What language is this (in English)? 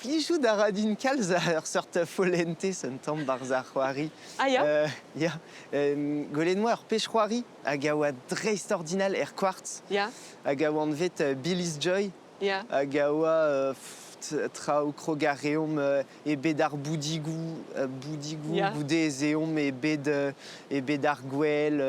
Breton